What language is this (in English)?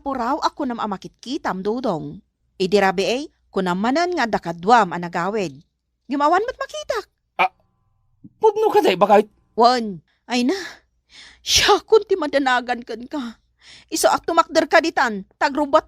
Iloko